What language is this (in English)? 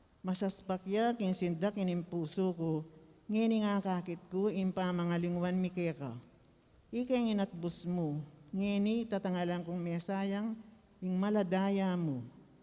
Pampanga